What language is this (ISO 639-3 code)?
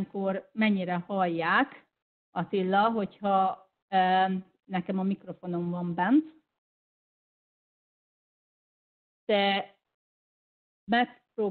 hun